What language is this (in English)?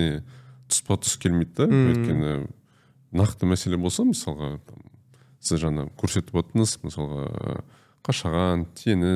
Kazakh